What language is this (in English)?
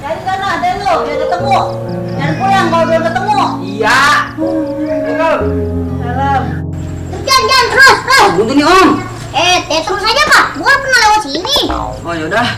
Betawi